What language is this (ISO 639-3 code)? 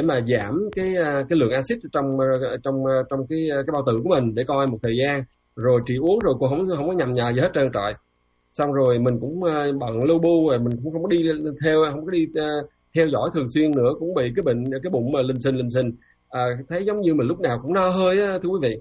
vie